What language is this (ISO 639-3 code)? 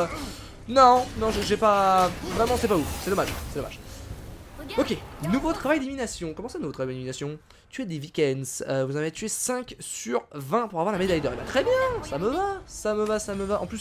fra